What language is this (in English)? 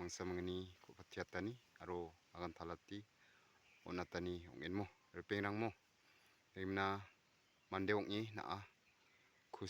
Garo